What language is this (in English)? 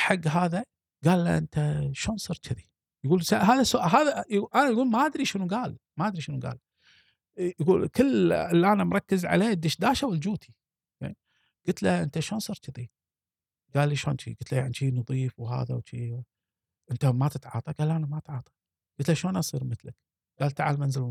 Gulf Arabic